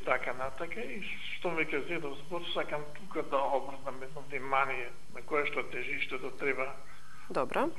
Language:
Macedonian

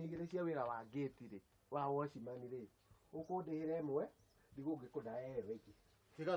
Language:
Kikuyu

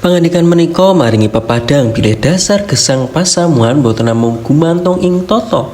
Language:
Javanese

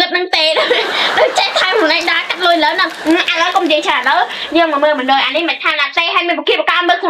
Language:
Khmer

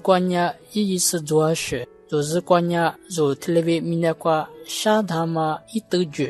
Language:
Lisu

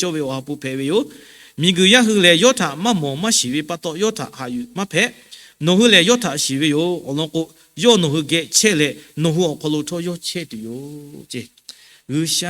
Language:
Lahu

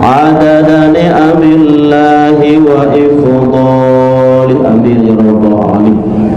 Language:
Sasak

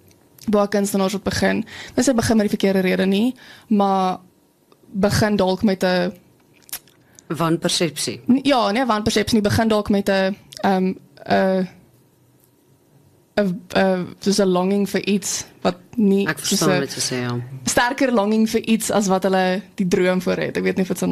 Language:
Afrikaans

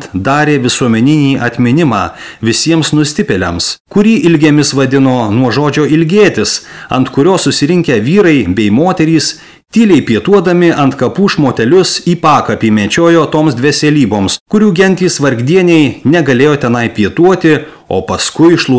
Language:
Lithuanian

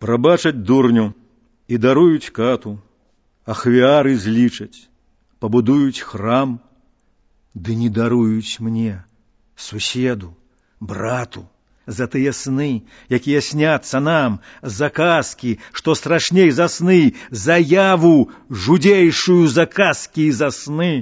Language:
Belarusian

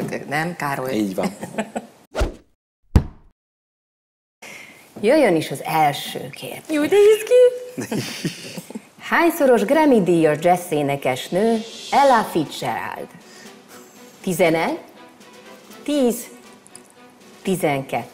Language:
Hungarian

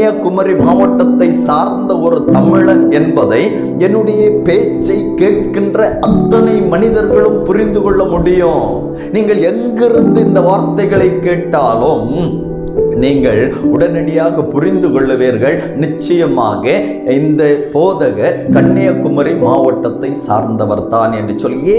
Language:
Tamil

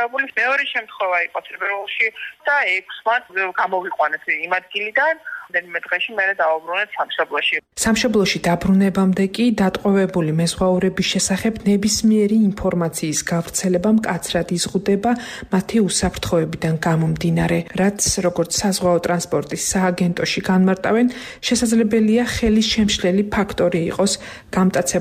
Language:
Georgian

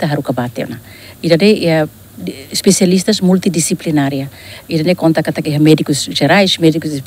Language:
Tetum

